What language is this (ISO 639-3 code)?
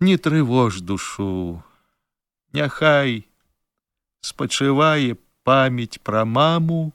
bel